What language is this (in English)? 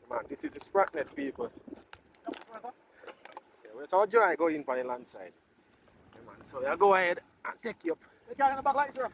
Jamaican Creole English